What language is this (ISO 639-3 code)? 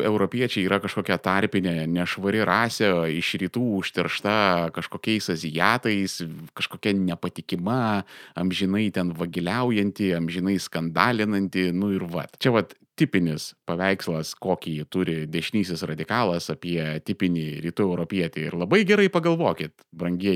lit